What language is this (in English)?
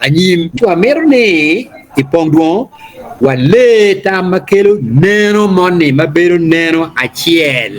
Acoli